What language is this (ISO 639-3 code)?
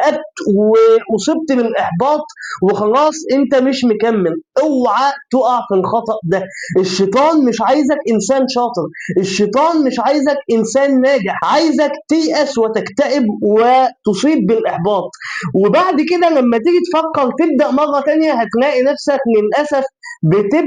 arz